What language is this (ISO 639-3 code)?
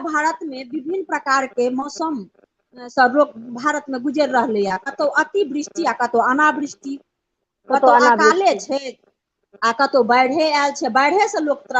mai